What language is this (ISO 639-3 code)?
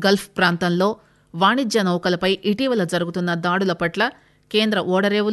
tel